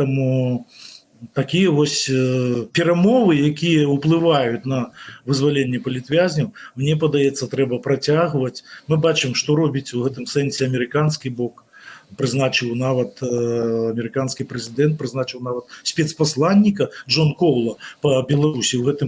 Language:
Belarusian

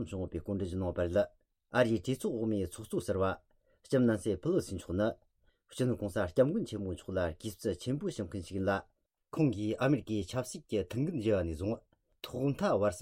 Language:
Tibetan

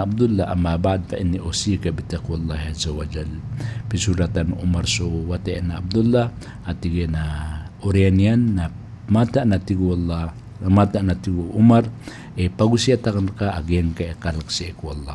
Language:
Maranao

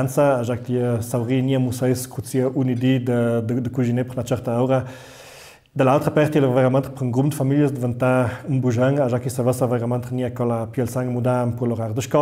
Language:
Ladin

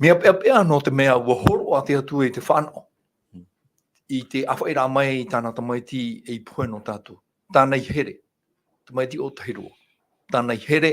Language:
Tahitian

